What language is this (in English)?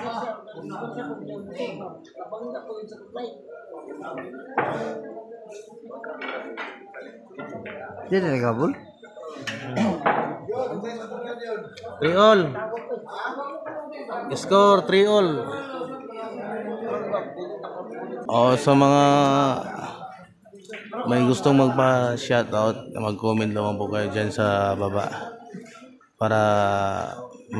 Filipino